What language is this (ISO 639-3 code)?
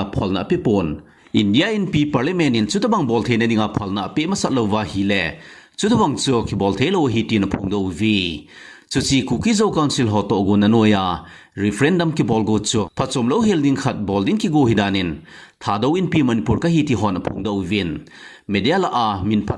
tcz